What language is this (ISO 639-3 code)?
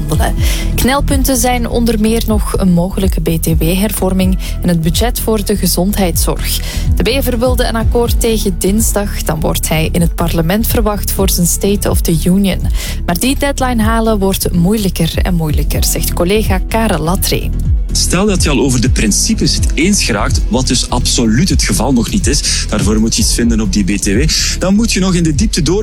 nld